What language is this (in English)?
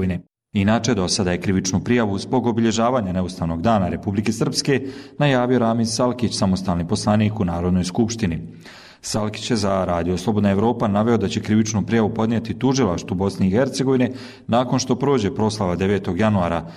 Bosnian